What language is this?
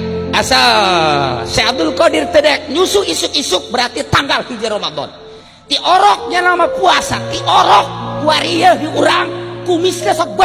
Sundanese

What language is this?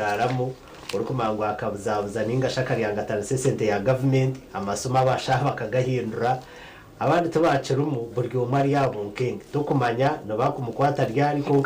Nyankole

